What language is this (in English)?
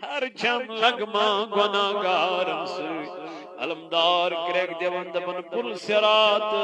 Kashmiri